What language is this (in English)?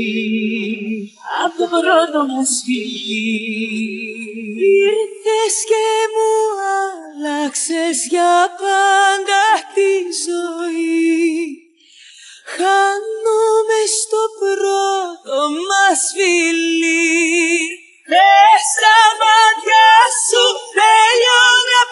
Greek